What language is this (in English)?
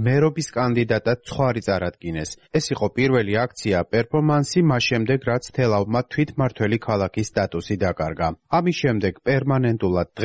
Georgian